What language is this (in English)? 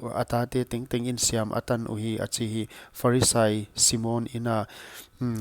Paite Chin